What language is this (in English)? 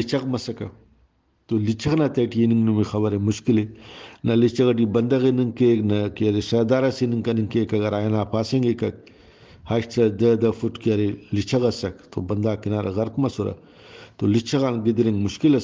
Brahui